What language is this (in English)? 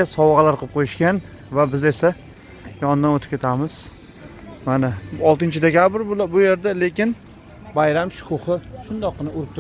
Uzbek